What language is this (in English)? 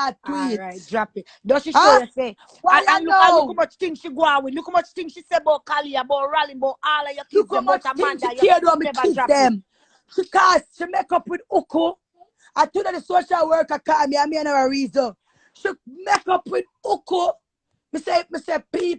Jamaican Creole English